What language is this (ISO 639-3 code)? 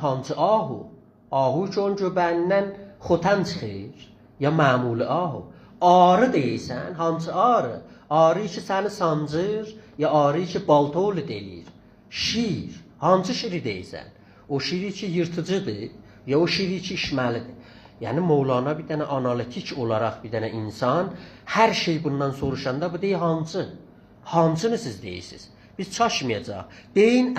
azb